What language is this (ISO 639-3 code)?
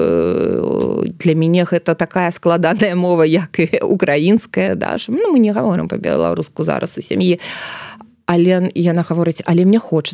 bel